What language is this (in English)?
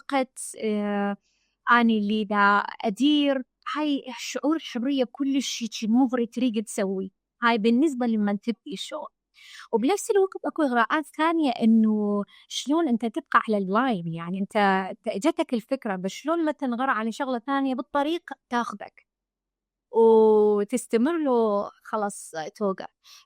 Mesopotamian Arabic